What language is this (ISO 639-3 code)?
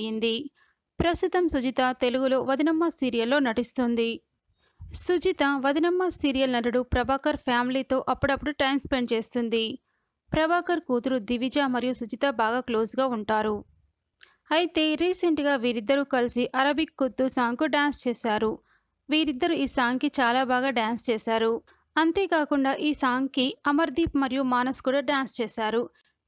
tel